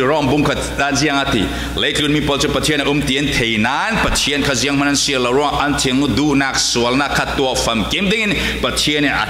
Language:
Falam Chin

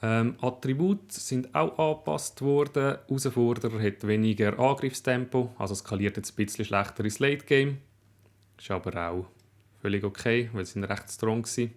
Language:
Swiss German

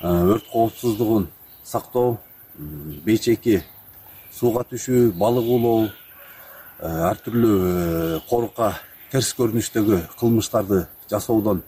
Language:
Kyrgyz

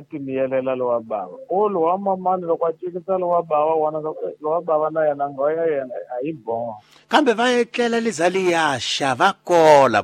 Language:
Tsonga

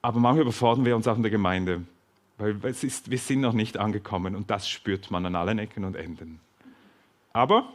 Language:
Swiss German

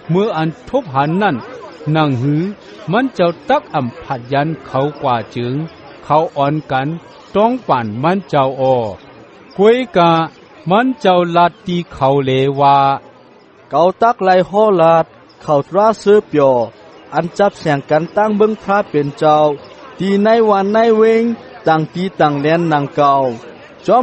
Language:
Shan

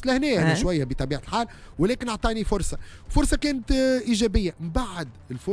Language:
Tunisian Arabic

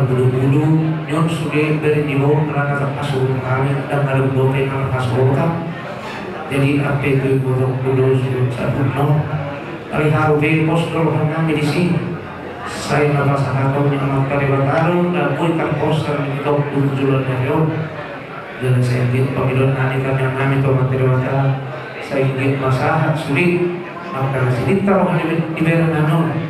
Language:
Batak Toba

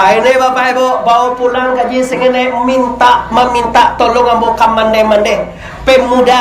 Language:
Minangkabau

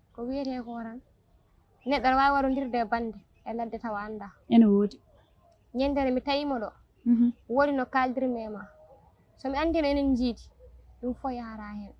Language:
Fula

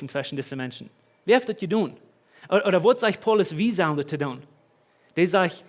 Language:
Plautdietsch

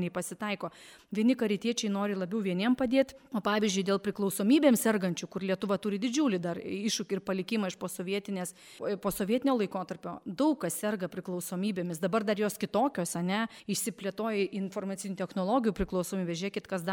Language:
Lithuanian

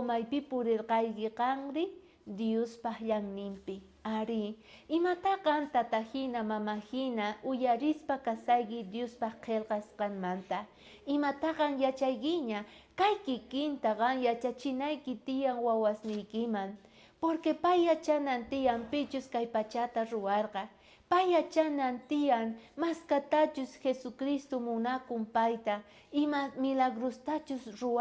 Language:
South Bolivian Quechua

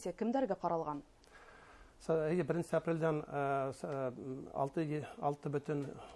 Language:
Bashkir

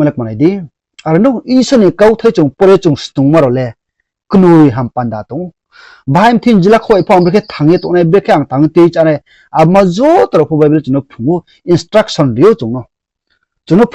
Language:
Riang (India)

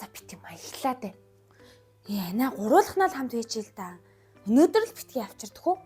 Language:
Mongolian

